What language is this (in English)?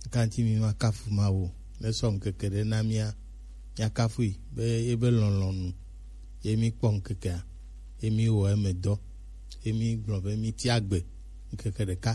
Gen